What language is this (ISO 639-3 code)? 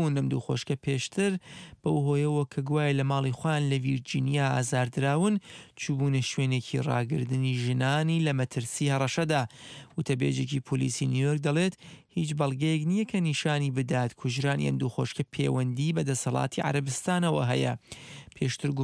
ckb